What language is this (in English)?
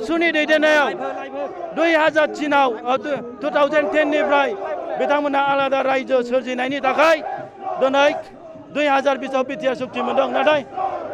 Bodo